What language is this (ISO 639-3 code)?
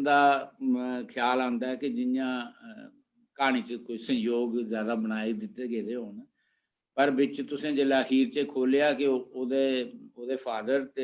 doi